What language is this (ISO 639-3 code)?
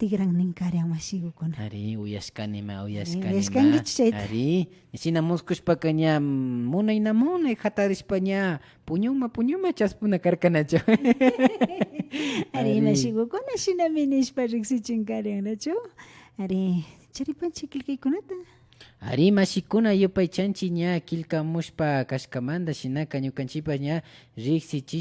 qvi